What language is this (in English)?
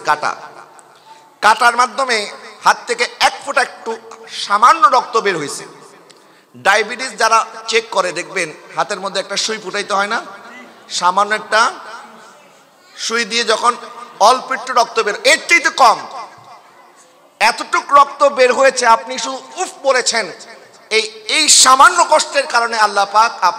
Bangla